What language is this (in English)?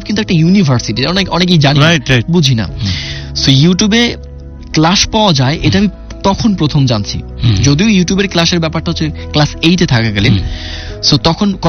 Bangla